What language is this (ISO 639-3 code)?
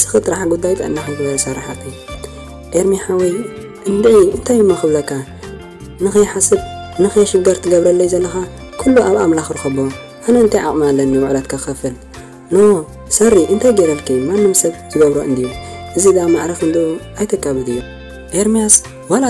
tir